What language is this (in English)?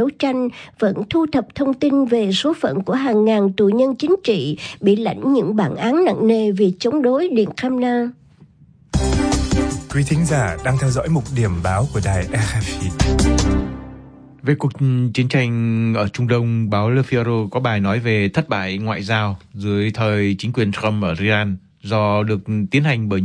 Vietnamese